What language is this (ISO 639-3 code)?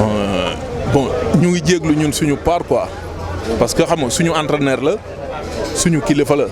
wol